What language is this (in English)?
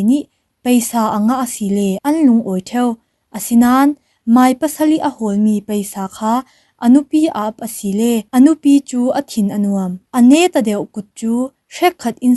Falam Chin